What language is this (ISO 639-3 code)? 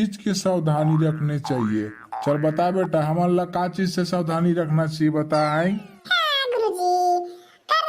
hne